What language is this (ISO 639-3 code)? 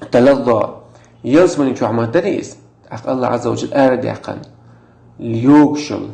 che